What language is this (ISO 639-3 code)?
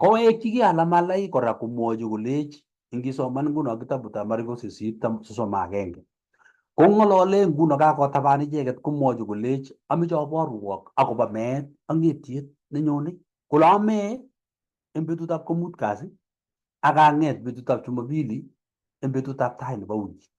kln